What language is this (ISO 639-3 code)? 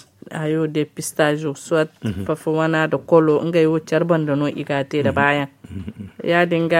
dje